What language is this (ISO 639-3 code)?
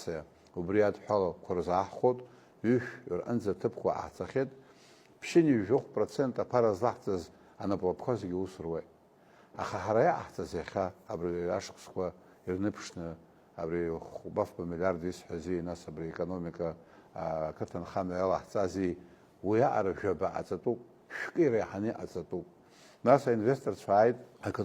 abk